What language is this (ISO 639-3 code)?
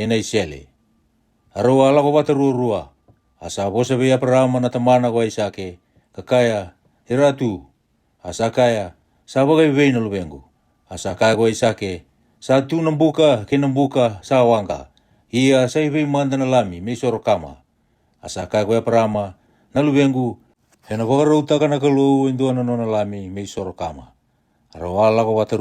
fij